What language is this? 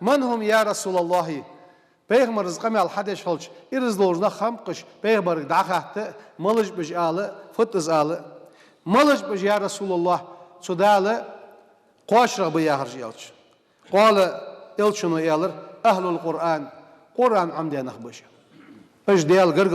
Ingush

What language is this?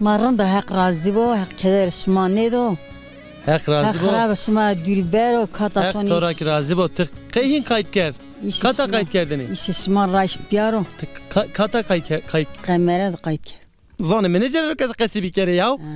Zaza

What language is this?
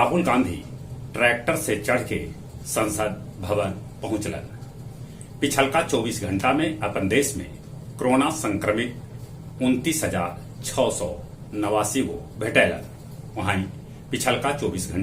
Magahi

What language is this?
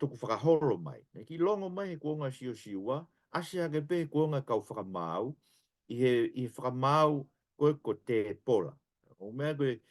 Tongan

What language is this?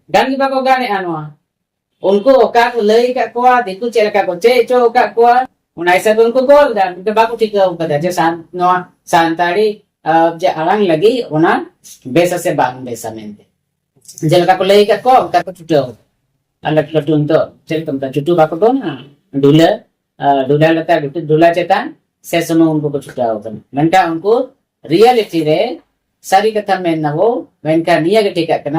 Santali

